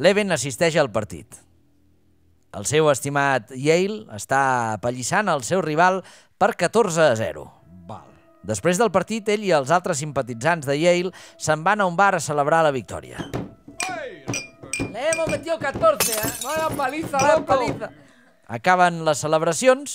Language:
Catalan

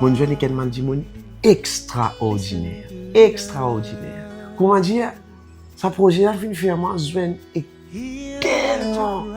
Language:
Morisyen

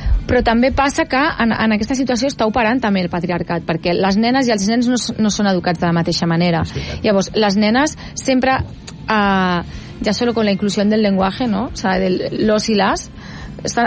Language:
Catalan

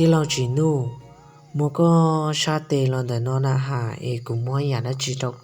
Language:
Hmong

